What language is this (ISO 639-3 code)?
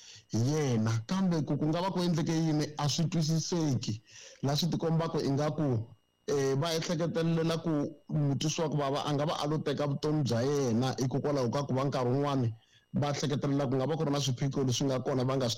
tso